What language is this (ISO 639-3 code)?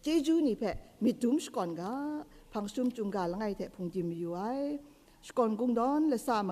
kac